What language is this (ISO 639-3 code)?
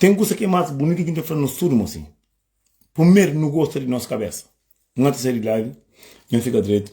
kea